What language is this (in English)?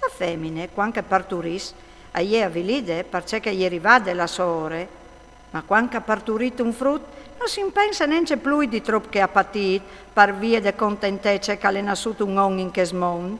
Friulian